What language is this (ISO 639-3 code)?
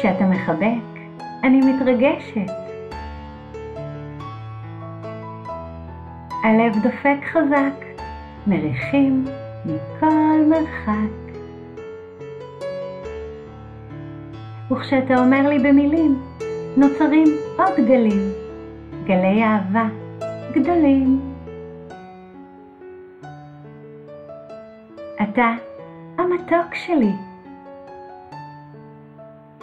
heb